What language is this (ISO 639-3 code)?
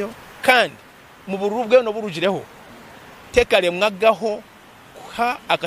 nyn